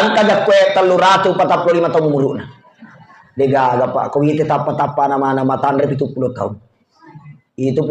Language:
Buginese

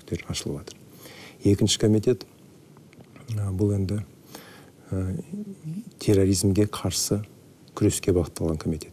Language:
Kazakh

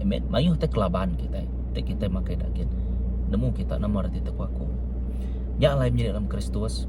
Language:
Iban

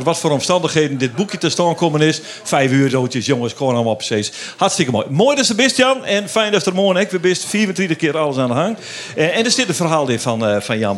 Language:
Western Frisian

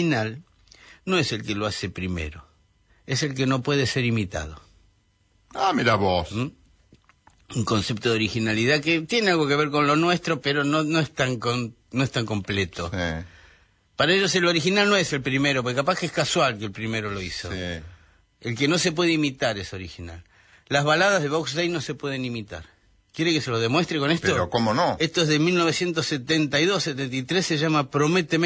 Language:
Spanish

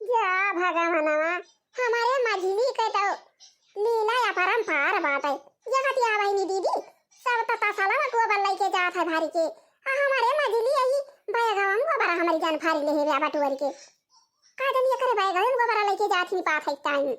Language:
Awadhi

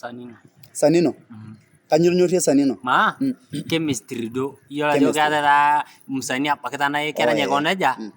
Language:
Masai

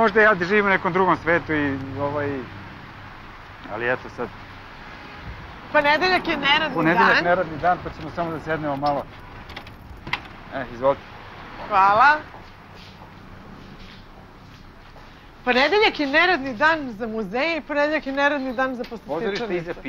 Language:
Serbian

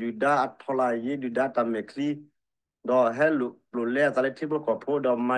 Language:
S'gaw Karen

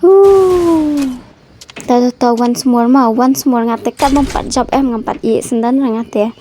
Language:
Khasi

